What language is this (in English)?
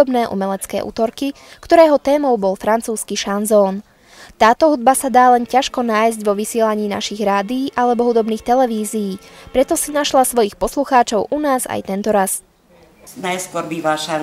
Slovak